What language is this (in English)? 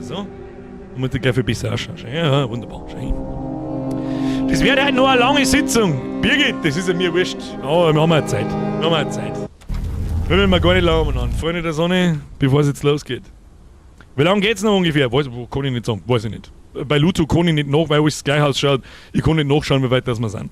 Bavarian